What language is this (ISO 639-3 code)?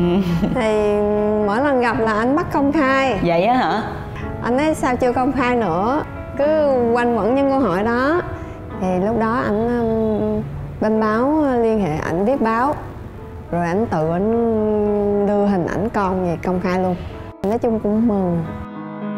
vie